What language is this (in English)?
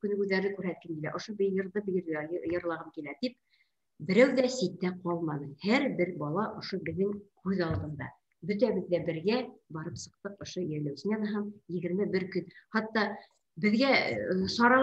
Bashkir